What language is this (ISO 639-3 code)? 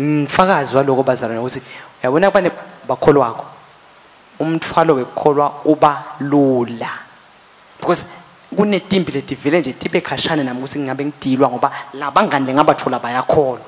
ssw